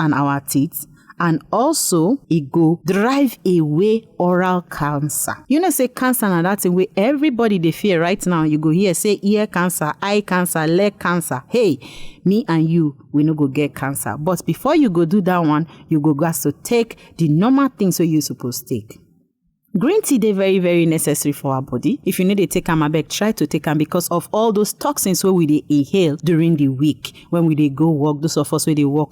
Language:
Nigerian Pidgin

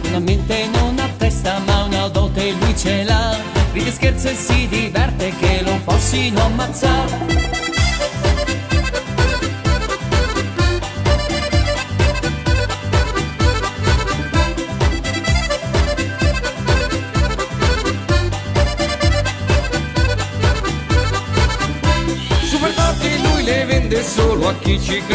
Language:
Italian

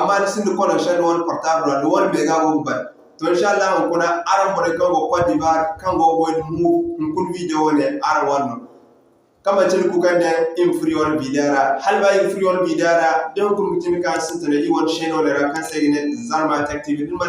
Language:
Zarma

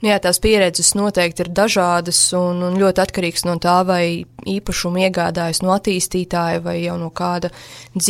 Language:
Latvian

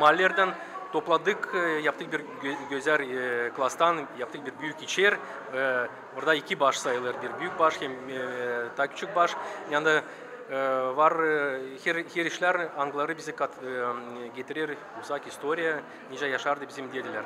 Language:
Gagauz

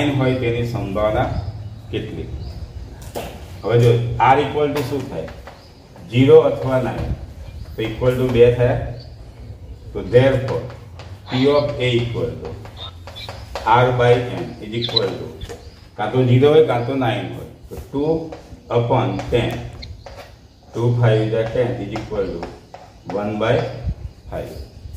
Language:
Gujarati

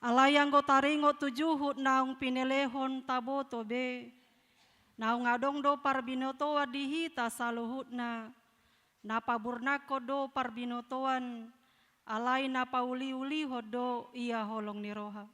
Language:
Batak Toba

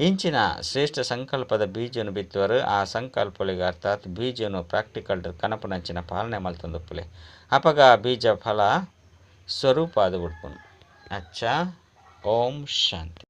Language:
Tulu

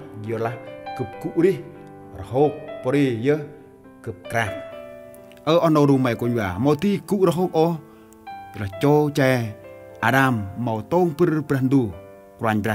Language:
Central Mnong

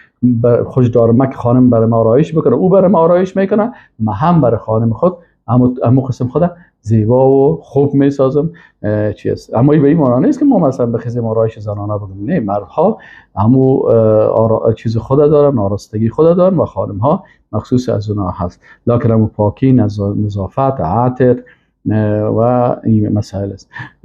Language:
Persian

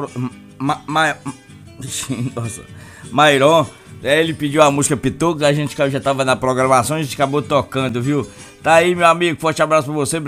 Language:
Portuguese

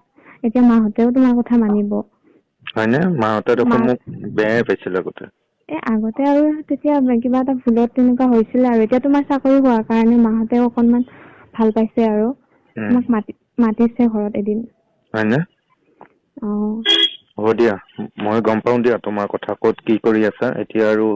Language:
Assamese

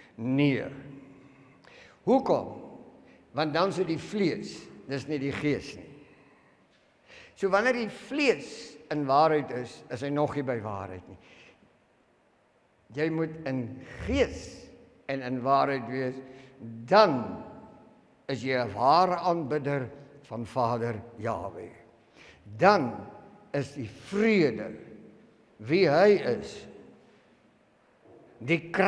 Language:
Afrikaans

